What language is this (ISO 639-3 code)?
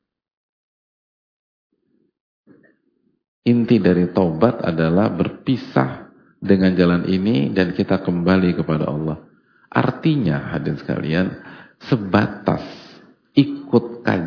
ind